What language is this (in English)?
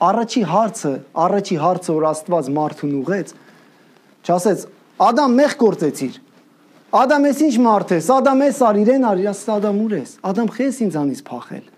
Armenian